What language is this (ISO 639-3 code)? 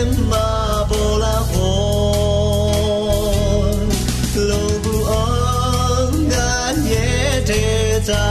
ahk